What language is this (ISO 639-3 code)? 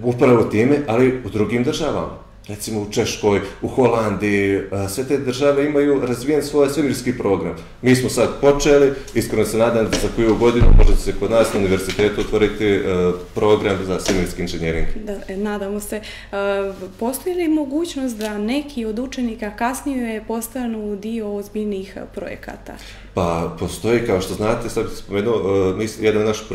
bos